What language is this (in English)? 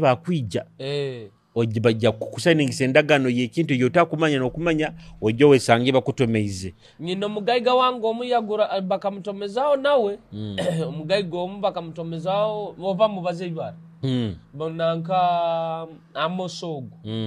Nyoro